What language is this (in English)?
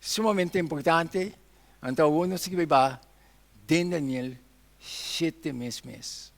Papiamento